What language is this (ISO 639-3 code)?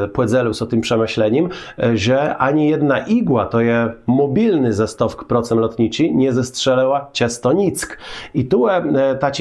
csb